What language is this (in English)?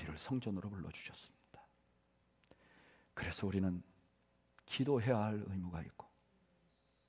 Korean